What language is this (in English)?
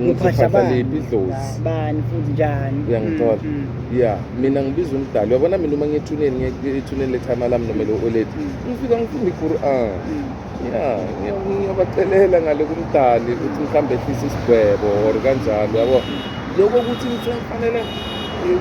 Zulu